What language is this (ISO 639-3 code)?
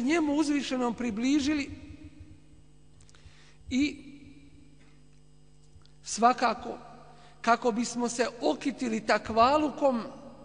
bos